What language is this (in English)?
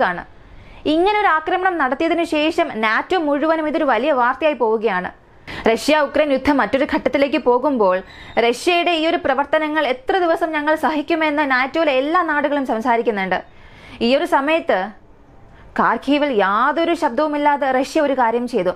Malayalam